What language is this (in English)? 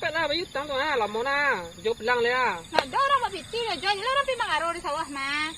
Minangkabau